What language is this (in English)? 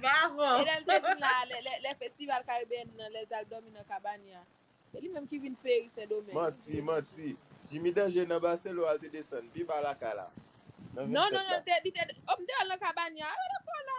Haitian Creole